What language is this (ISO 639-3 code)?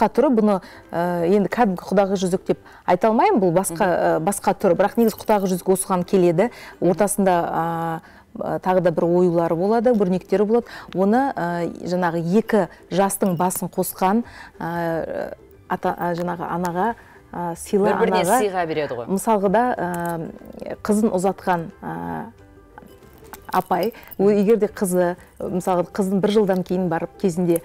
kaz